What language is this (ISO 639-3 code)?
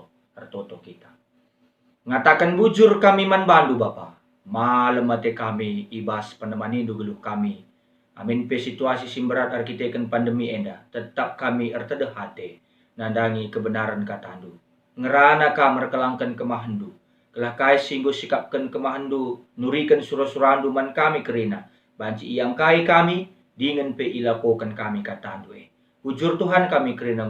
btx